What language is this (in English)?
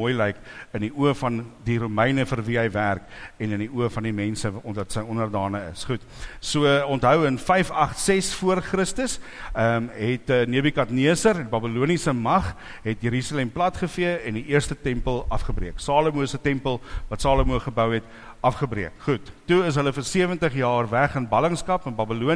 Afrikaans